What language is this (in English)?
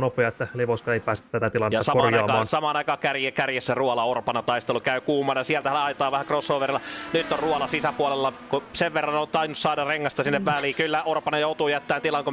Finnish